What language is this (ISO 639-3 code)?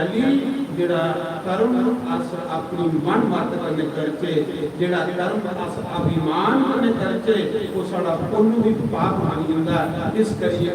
doi